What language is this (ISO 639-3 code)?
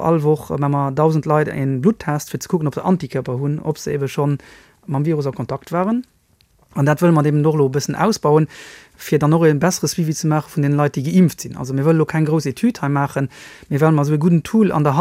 ltz